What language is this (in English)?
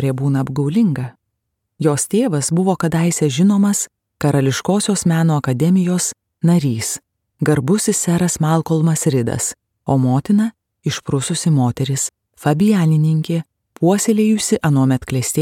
Lithuanian